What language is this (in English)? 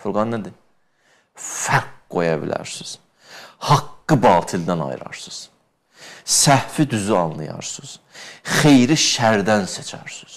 Azerbaijani